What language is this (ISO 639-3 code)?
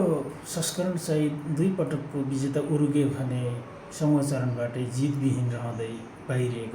nep